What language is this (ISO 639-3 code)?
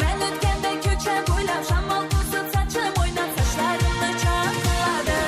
kaa